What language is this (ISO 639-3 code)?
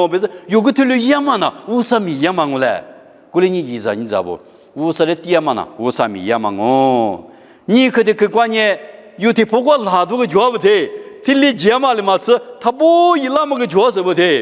lis